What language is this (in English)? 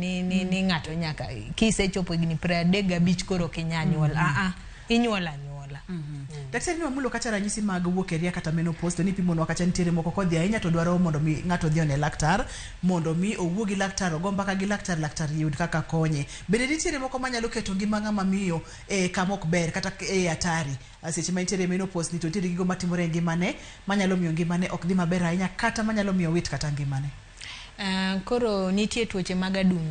Luo (Kenya and Tanzania)